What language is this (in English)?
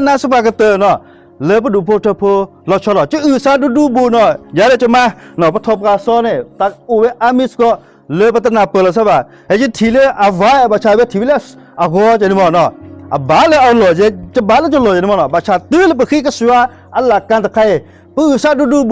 S'gaw Karen